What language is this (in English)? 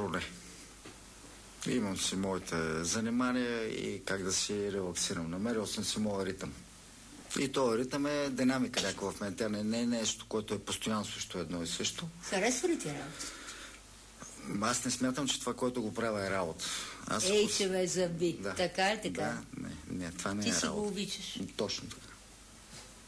Bulgarian